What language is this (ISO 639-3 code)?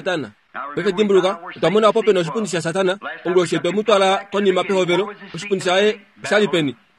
kua